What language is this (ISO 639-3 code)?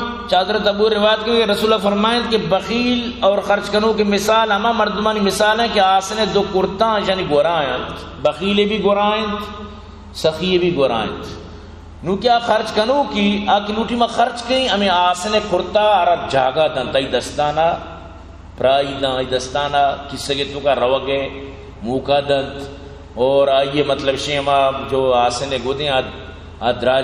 bgp